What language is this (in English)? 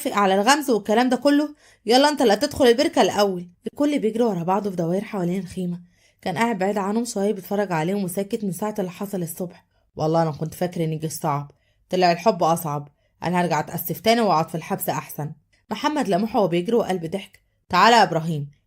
Egyptian Arabic